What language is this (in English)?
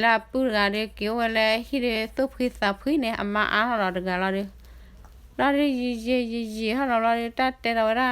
S'gaw Karen